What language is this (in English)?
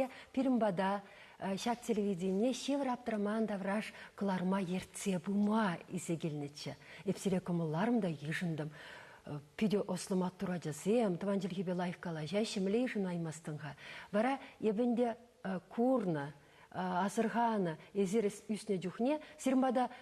Chuvash